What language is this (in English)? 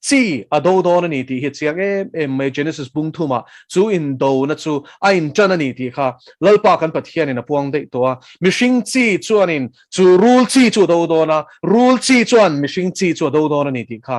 Mizo